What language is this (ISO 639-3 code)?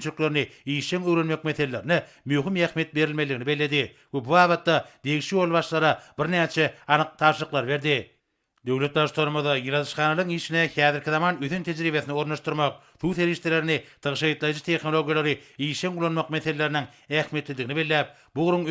tuk